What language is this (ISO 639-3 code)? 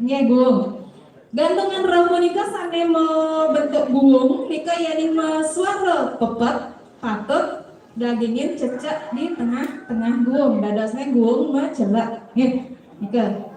ban